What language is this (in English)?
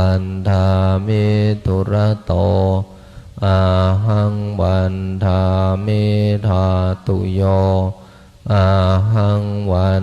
Pali